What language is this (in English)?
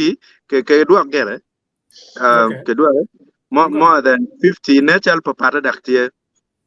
Acoli